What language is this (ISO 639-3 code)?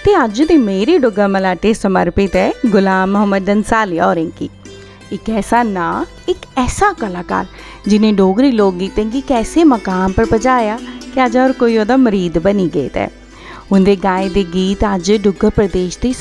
doi